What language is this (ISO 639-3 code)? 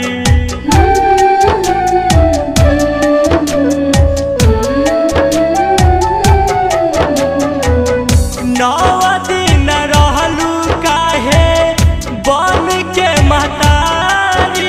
bho